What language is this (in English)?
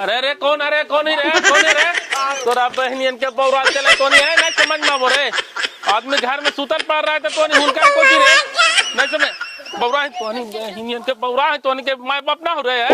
Magahi